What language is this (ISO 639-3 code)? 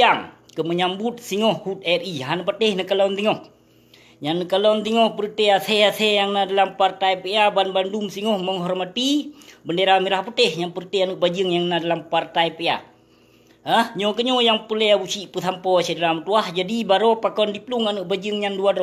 ace